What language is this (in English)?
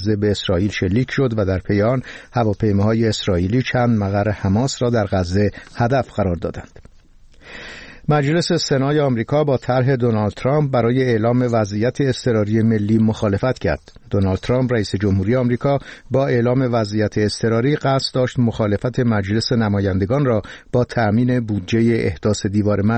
Persian